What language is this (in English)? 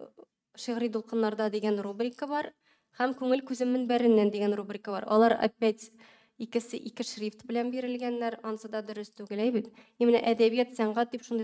Tatar